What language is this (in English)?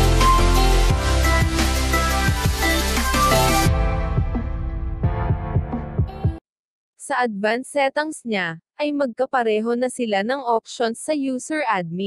Filipino